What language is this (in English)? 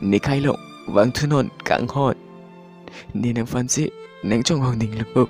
Karbi